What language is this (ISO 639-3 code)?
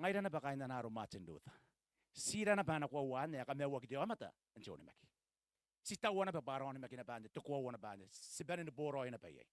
gil